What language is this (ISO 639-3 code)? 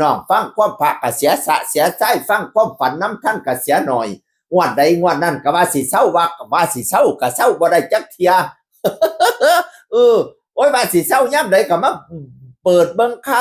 tts